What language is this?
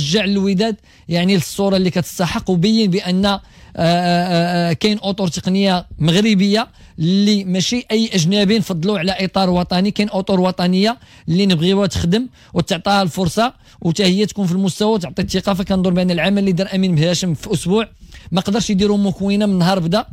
Moroccan Arabic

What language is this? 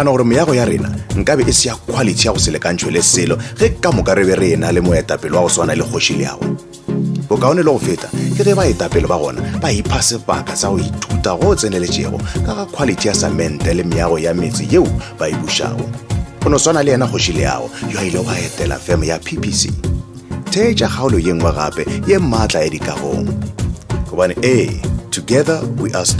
Northern Sotho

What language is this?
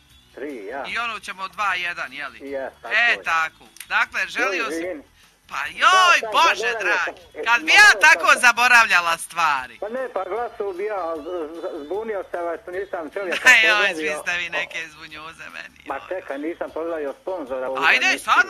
Croatian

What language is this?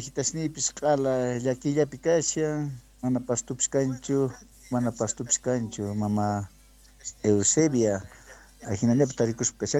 Quechua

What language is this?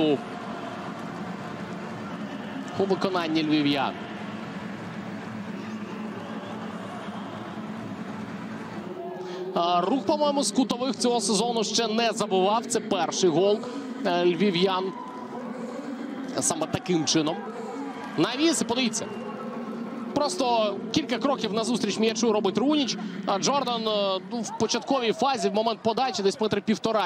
Ukrainian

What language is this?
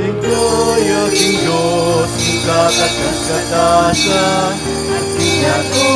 Pampanga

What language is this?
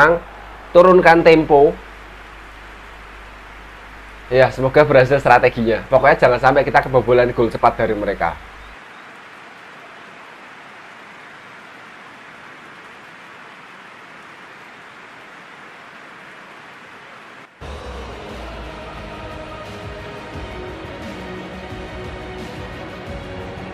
Indonesian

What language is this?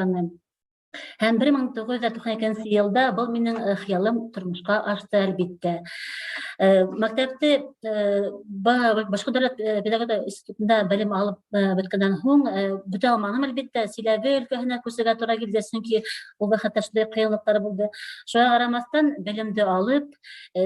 Bashkir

